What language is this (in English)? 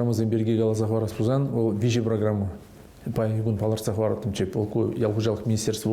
Chuvash